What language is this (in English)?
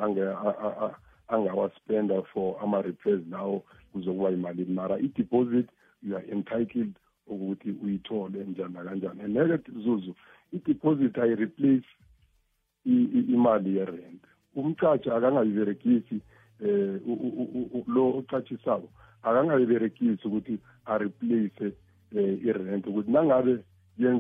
South Ndebele